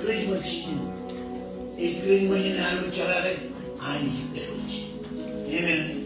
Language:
Marshallese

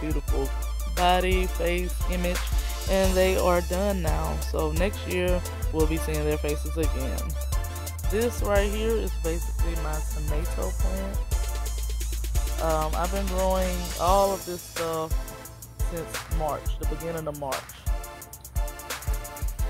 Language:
English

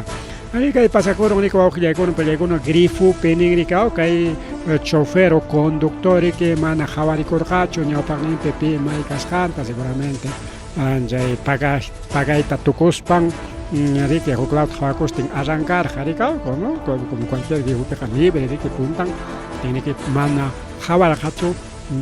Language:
Ayacucho Quechua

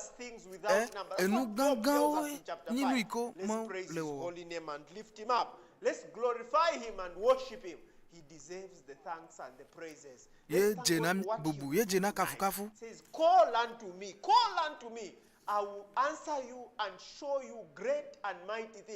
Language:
Ewe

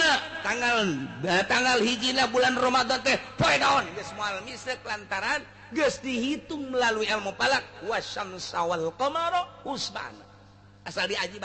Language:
Sundanese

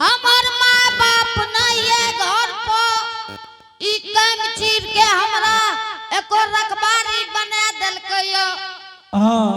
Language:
Angika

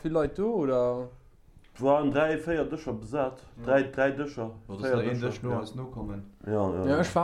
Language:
Luxembourgish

